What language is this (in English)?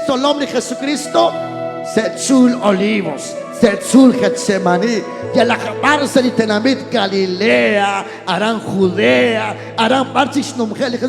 Kekchí